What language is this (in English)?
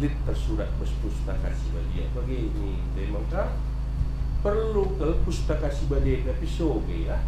Batak Karo